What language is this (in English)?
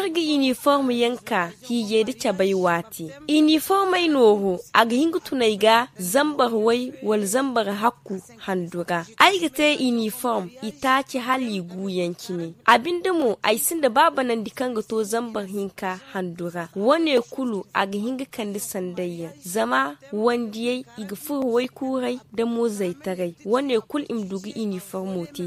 Zarma